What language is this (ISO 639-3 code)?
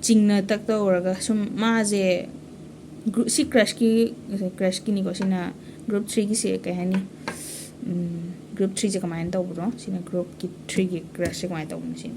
mni